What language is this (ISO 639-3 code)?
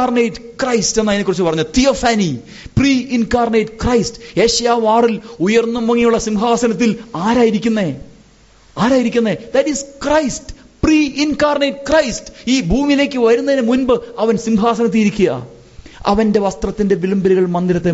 mal